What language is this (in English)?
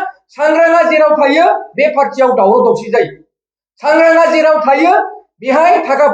Bodo